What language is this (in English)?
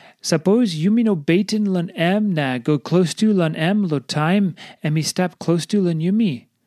Tok Pisin